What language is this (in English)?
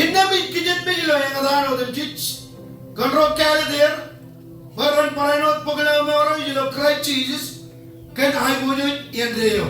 Marshallese